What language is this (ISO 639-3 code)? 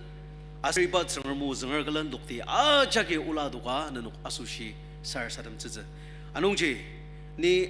njo